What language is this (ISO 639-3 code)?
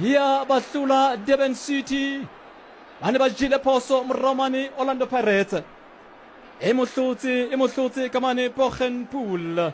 sot